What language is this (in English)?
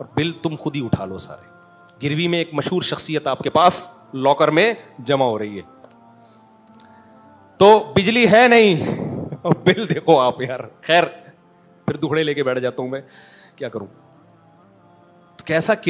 Urdu